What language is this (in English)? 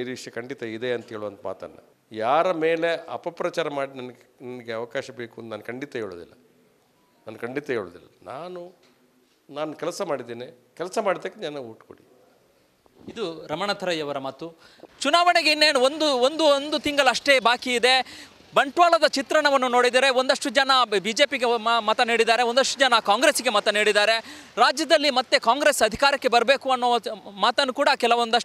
Kannada